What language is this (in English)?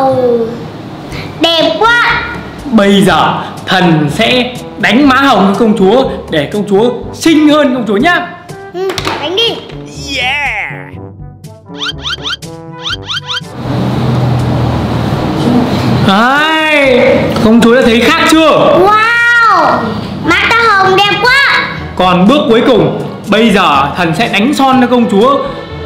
Vietnamese